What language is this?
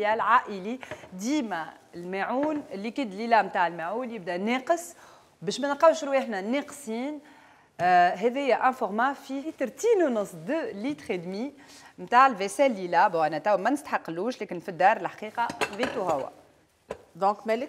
Tunisian Arabic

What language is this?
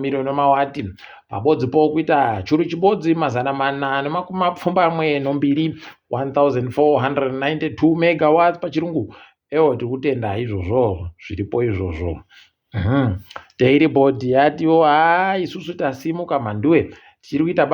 Ndau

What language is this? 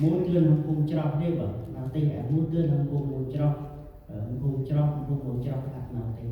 Central Mnong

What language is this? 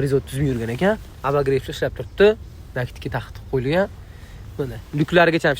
Uzbek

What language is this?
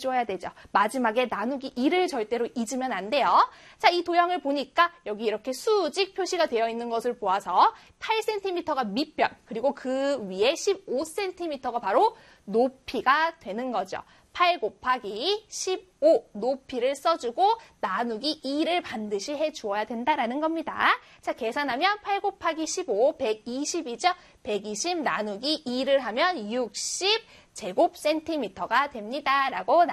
Korean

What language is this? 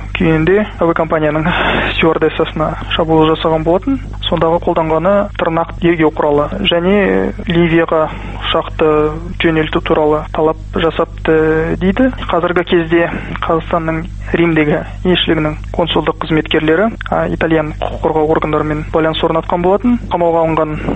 Kazakh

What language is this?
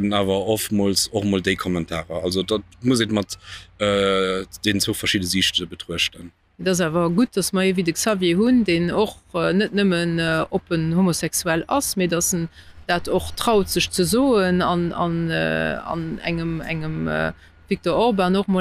Luxembourgish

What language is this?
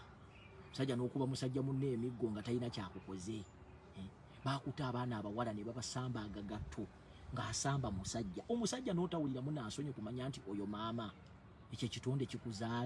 Ganda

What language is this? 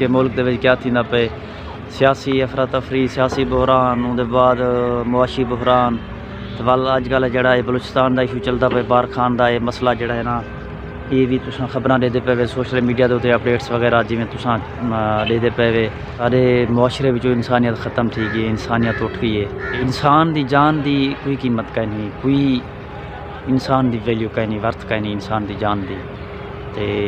Saraiki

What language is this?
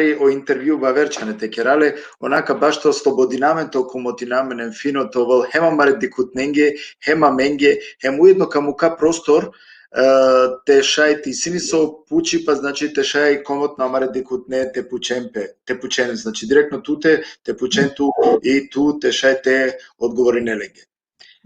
Balkan Romani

